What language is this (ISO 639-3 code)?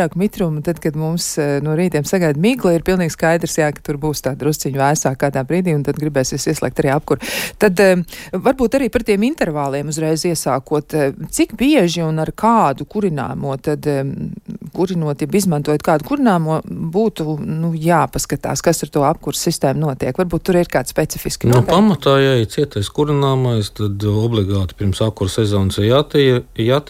lav